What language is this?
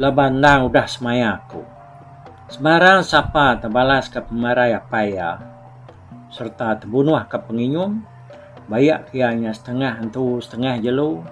Iban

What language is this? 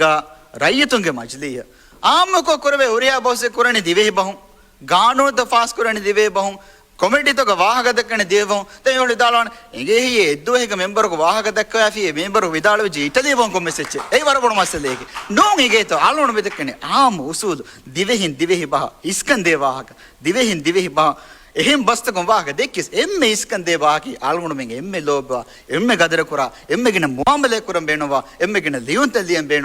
Divehi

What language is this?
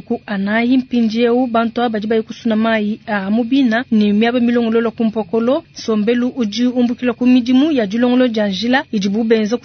Luba-Lulua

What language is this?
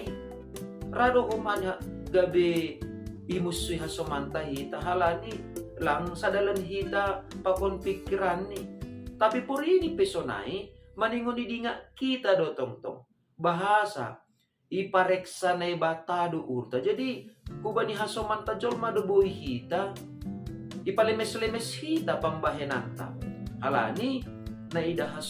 Batak Simalungun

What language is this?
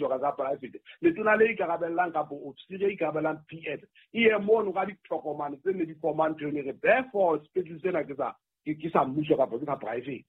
Southern Sotho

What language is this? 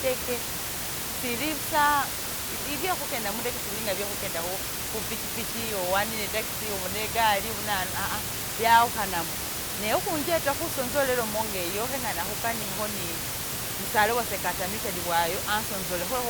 Masaaba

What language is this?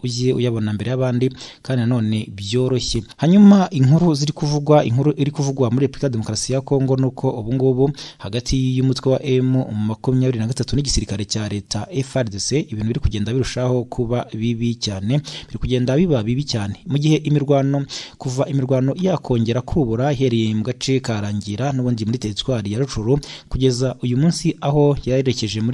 Kinyarwanda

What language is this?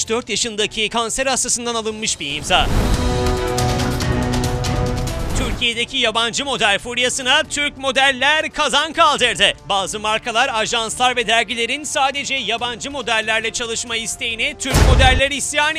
Turkish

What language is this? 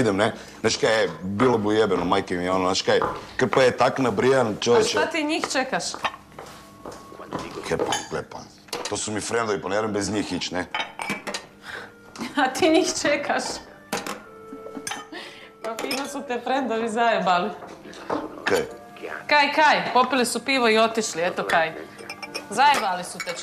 Croatian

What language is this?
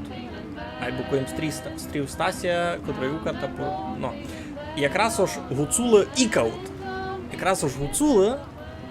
Rusyn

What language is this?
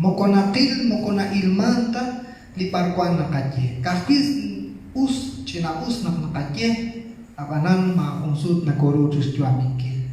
Kekchí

